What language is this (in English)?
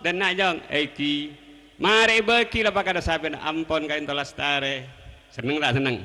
Madurese